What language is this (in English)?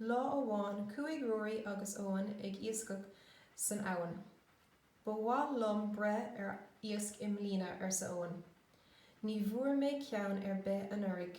Irish